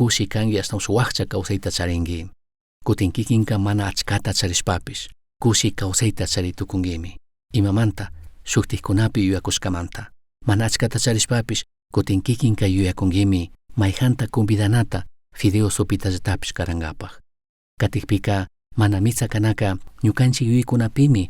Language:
Chimborazo Highland Quichua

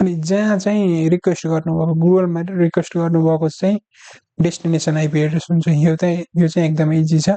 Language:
Nepali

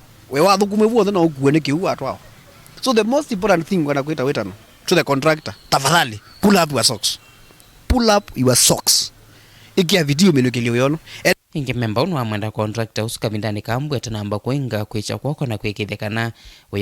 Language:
Kamba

